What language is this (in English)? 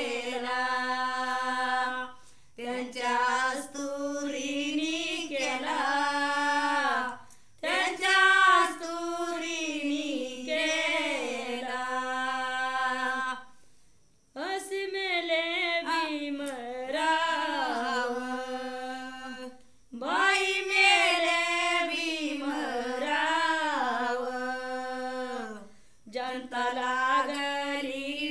Marathi